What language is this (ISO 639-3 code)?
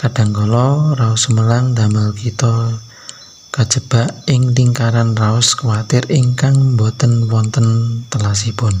jav